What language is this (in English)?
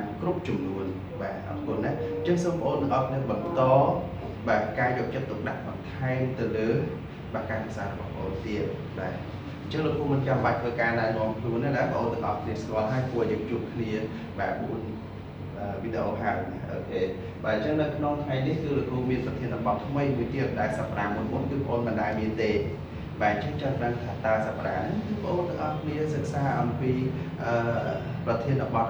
Khmer